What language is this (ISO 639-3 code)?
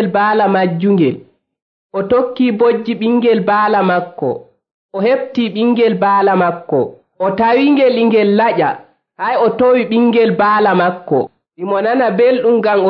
fuv